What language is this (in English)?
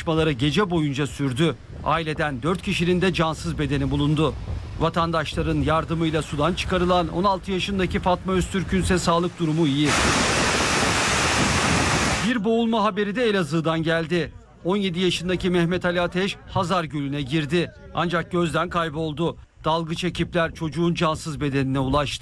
Turkish